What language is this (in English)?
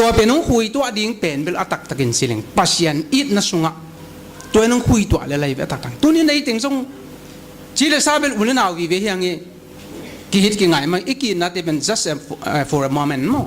Paite Chin